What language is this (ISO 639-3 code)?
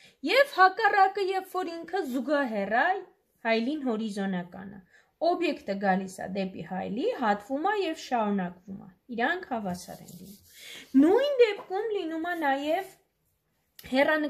hye